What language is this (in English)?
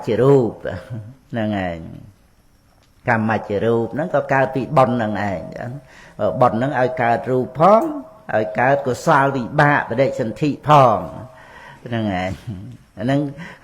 Khmer